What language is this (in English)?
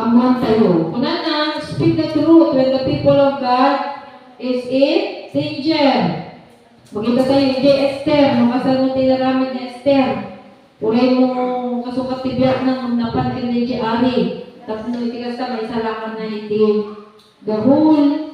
Iloko